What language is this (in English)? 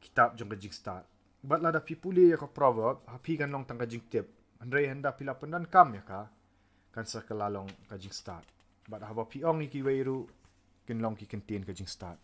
Khasi